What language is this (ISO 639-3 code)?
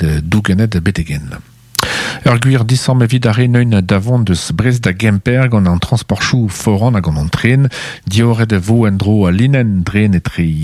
bre